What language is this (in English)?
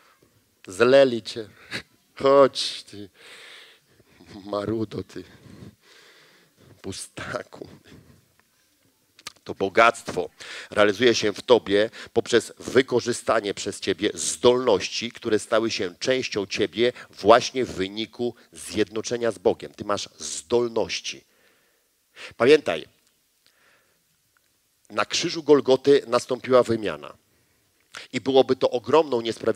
Polish